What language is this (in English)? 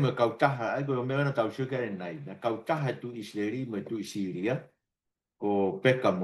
Tongan